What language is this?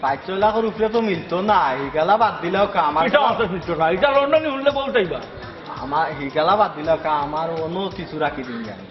Sylheti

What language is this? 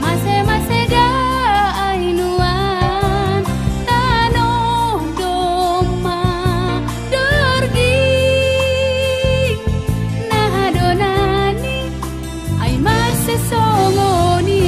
Batak Simalungun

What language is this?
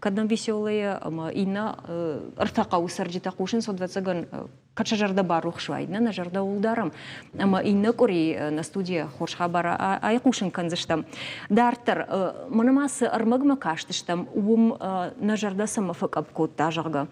Ossetic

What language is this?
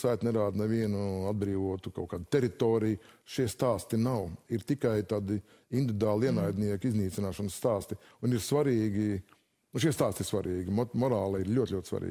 Latvian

